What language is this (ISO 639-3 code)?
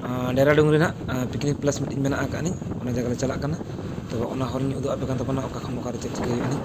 sat